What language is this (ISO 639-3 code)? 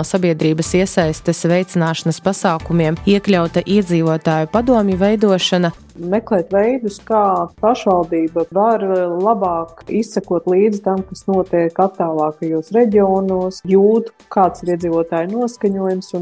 lav